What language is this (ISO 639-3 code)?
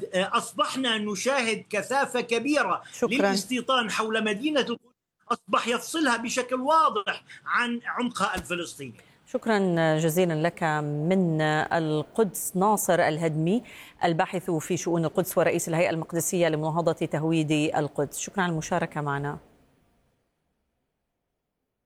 ara